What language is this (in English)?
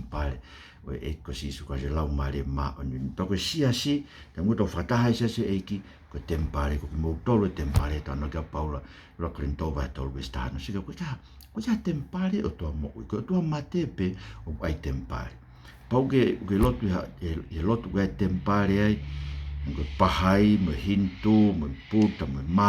Tongan